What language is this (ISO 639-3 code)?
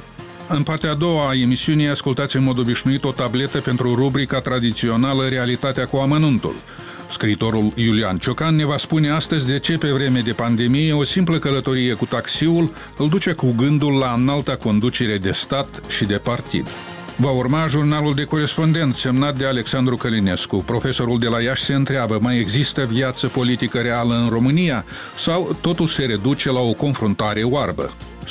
ron